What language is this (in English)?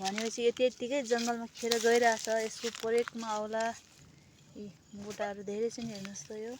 Nepali